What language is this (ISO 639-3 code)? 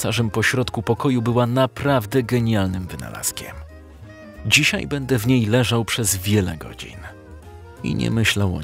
pol